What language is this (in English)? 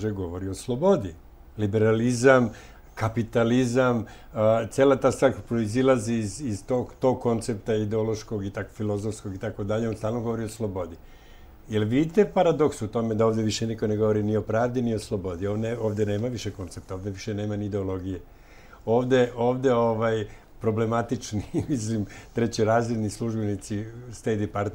Serbian